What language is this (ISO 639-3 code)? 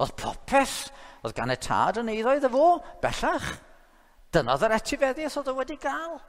cym